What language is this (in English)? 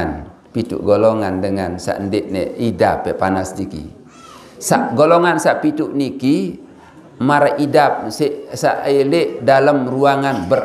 Sasak